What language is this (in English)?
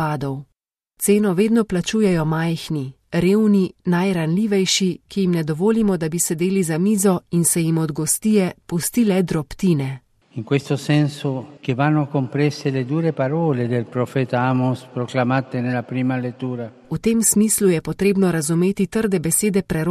Slovenian